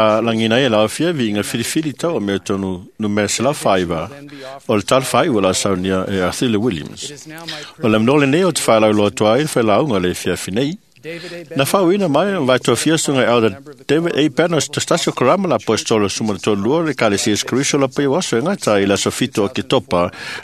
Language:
Samoan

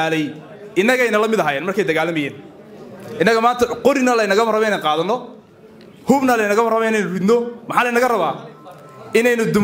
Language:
Somali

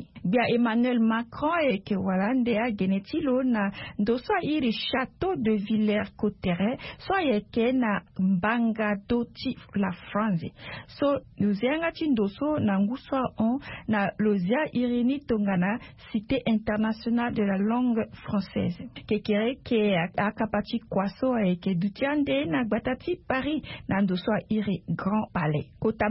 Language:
Sango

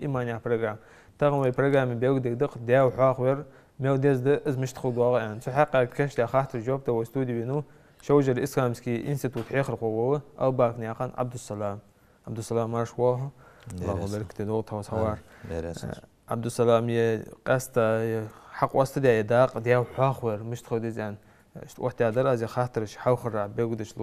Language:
Ingush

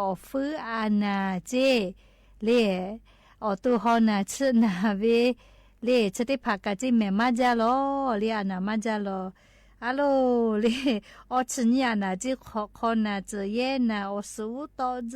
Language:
Lahu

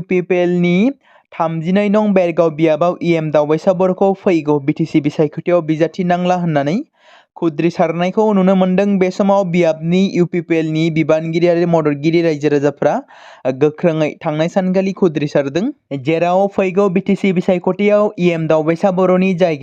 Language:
Bodo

